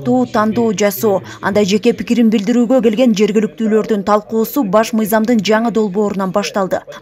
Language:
Kyrgyz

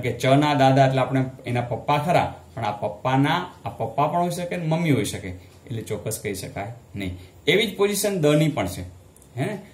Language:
Gujarati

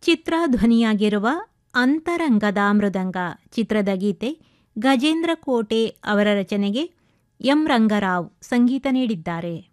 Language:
Kannada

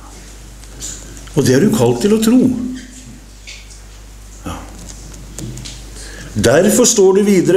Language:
Norwegian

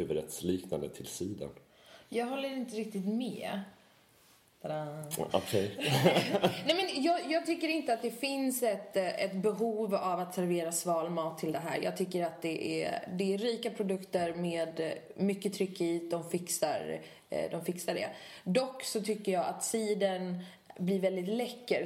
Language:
Swedish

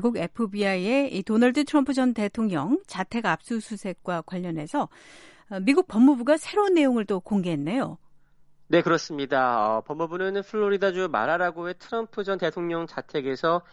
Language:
Korean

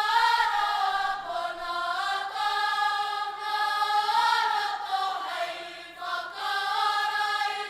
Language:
Māori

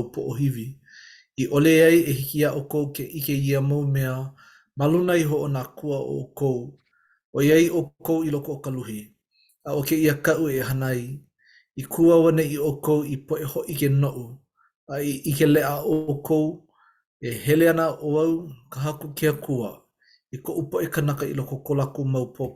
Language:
Hawaiian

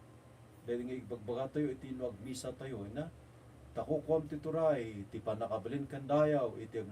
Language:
Iloko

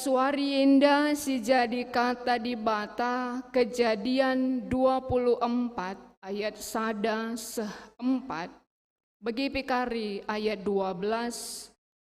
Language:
Batak Karo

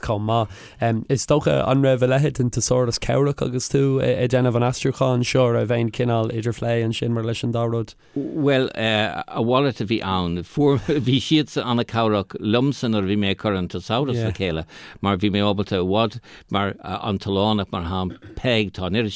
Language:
Irish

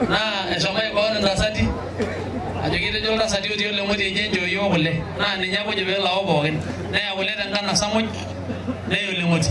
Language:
Masai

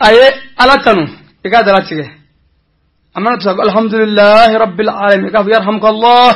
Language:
Bambara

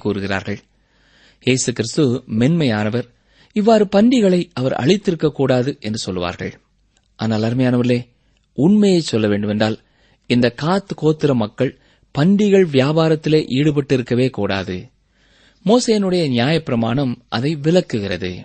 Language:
Tamil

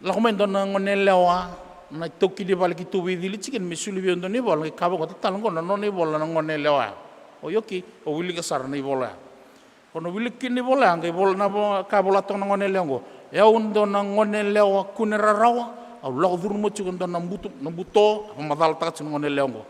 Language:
Fijian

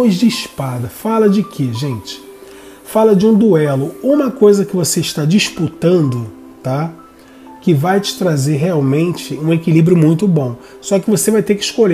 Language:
Portuguese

